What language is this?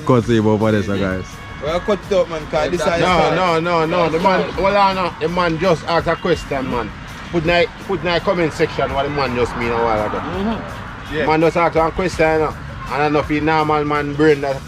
Jamaican Creole English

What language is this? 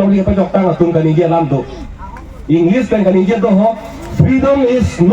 Karbi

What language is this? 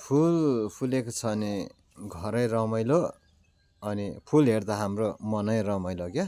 Nepali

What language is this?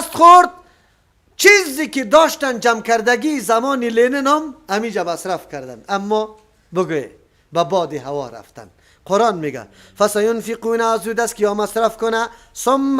Persian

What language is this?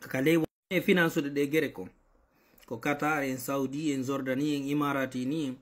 Fula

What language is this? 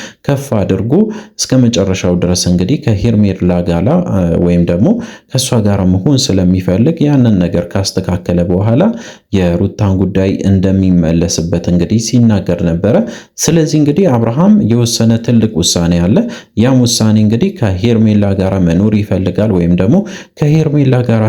Amharic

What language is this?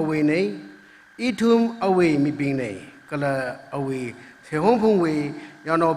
Tangkhul Naga (India)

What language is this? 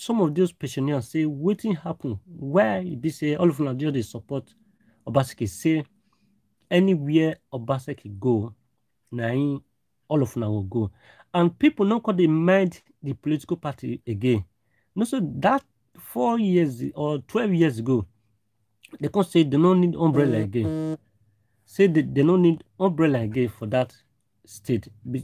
Nigerian Pidgin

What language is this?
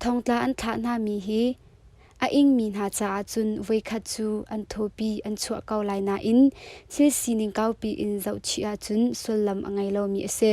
Hakha Chin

